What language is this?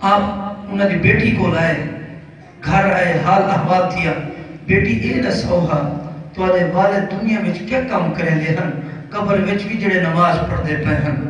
Saraiki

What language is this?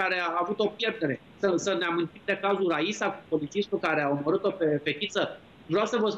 Romanian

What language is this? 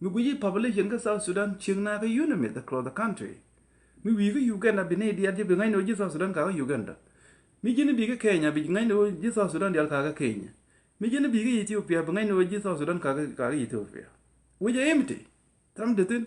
Nuer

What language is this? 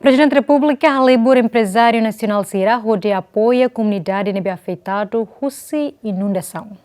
Tetum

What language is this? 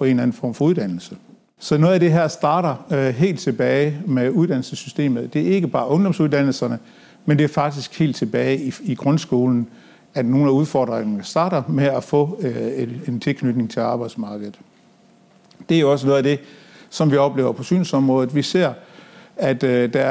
Danish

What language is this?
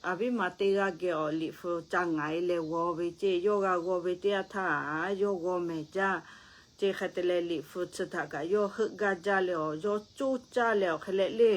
Lahu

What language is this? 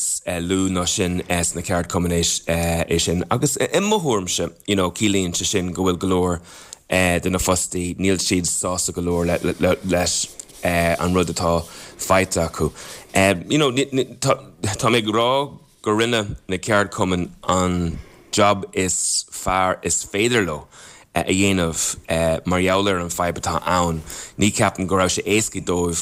Irish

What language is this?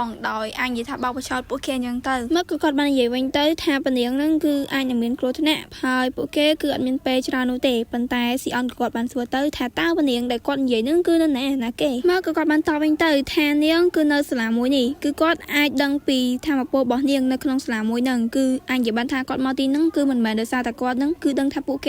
Khmer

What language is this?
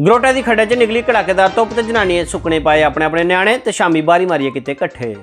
Dogri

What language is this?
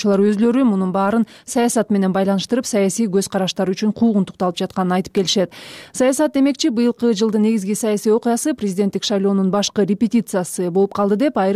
Kyrgyz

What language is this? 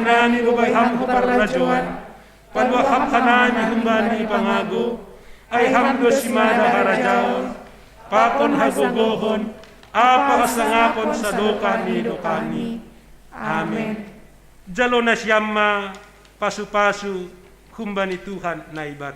Batak Simalungun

